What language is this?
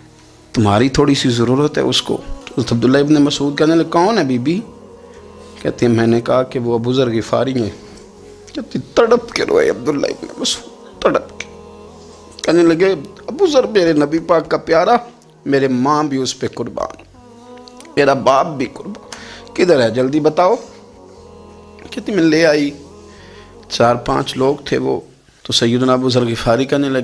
Hindi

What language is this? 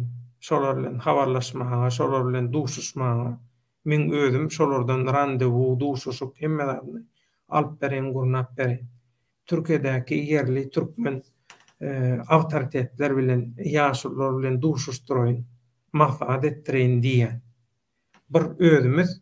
Turkmen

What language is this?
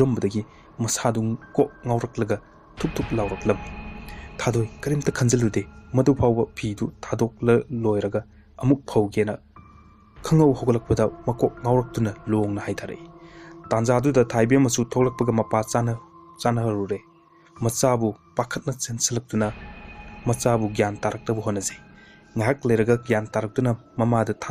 Manipuri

